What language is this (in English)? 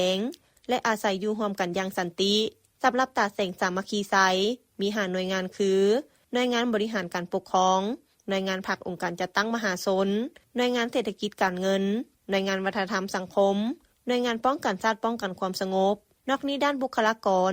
Lao